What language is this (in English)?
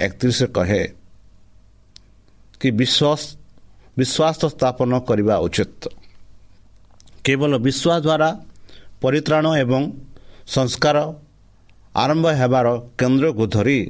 Odia